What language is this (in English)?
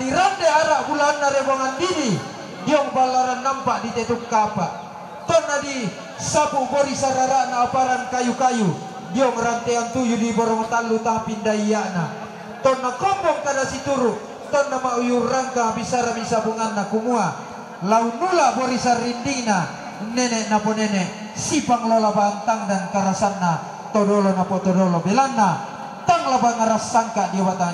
Toraja-Sa'dan